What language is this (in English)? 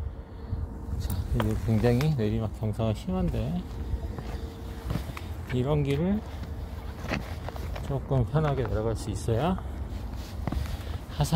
Korean